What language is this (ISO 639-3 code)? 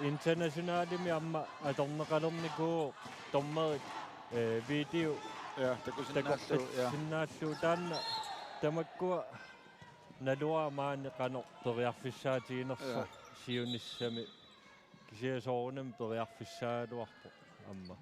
kal